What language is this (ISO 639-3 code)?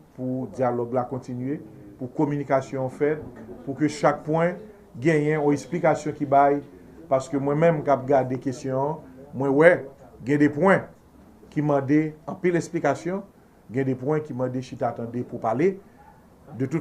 hat